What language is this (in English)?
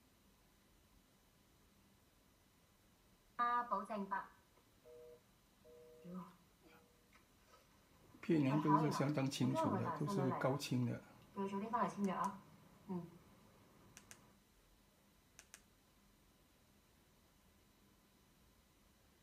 Cantonese